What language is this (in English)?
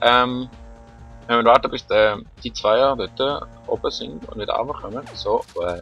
Swiss German